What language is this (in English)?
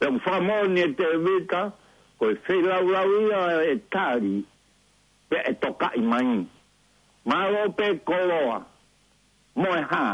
Tongan